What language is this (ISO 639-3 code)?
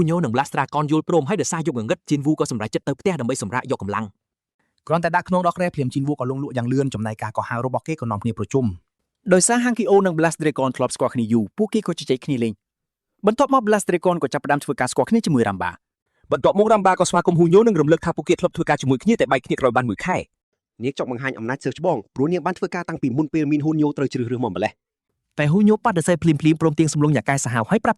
khm